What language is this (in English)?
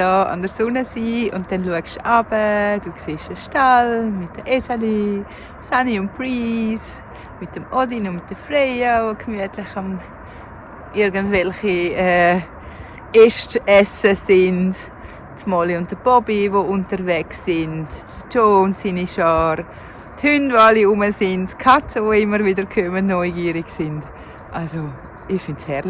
Swiss German